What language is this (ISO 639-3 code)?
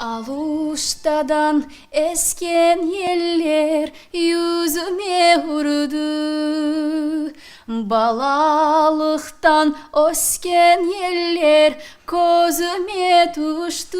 crh